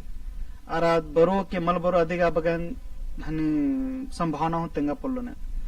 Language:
Kurukh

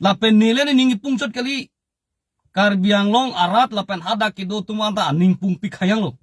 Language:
Karbi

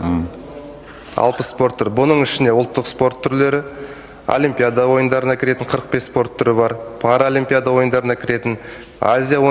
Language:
Kazakh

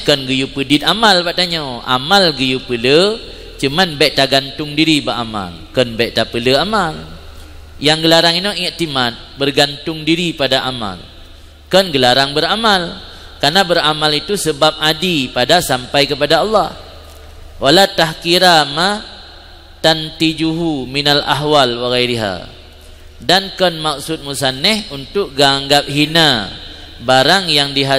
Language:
Achinese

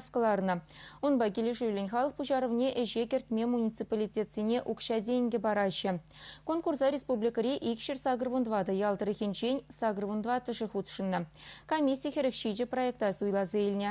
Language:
Chuvash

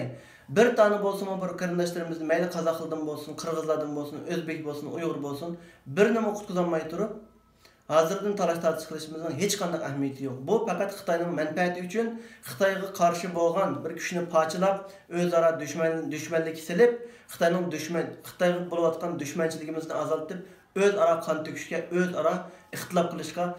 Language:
Uyghur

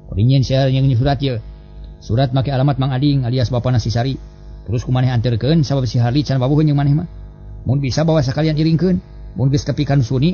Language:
Sundanese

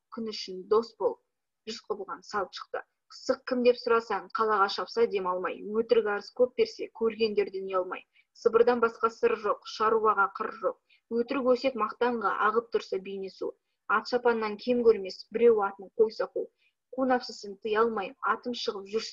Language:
Kazakh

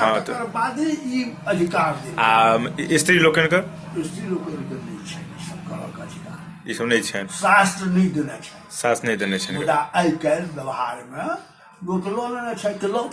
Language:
Maithili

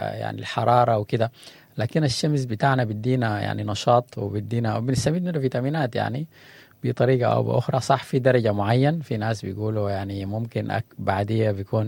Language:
Sudanese Arabic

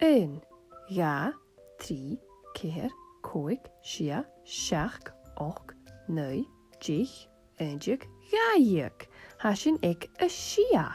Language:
Scottish Gaelic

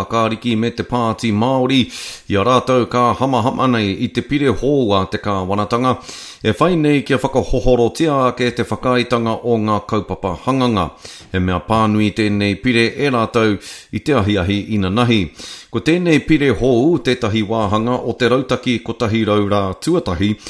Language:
Māori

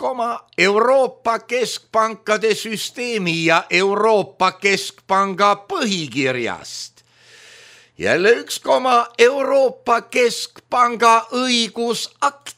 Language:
Estonian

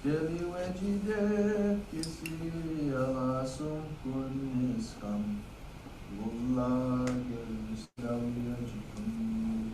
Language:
Mi'kmaw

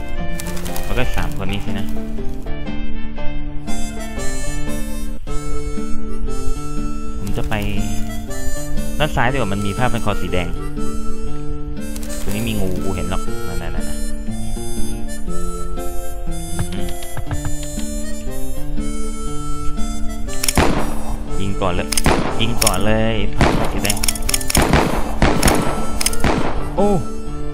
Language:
Thai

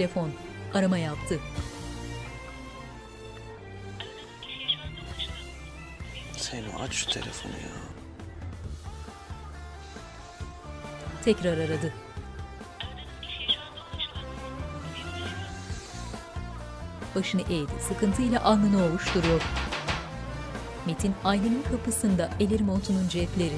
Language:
Turkish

